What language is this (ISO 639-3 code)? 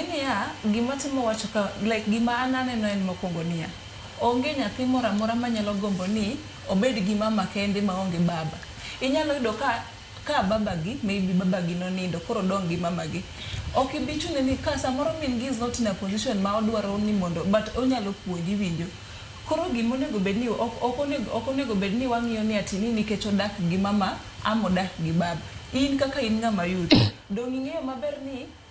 luo